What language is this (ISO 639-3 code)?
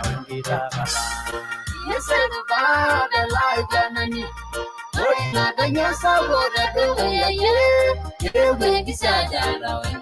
mas